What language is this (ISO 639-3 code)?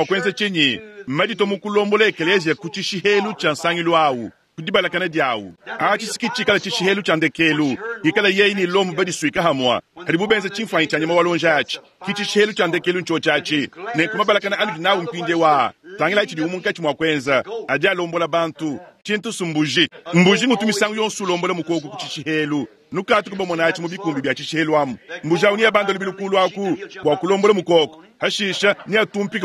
lua